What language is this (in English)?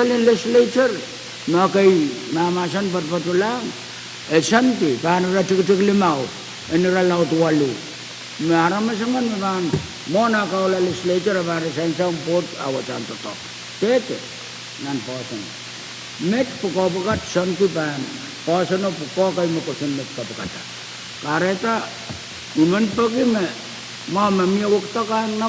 Pohnpeian